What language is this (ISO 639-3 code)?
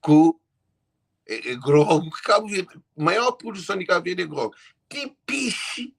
kea